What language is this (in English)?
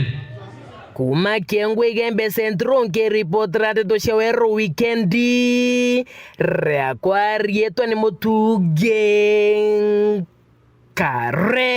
Meru